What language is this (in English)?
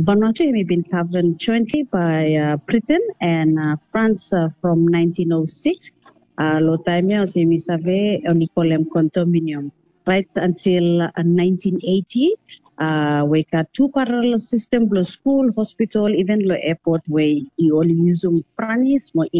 Bislama